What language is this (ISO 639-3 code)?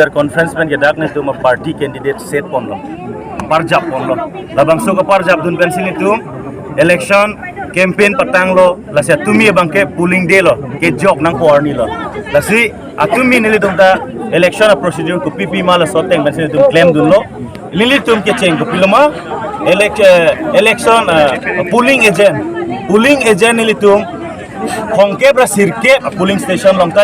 mjw